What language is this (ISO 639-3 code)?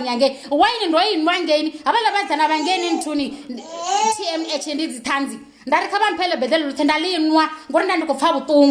ven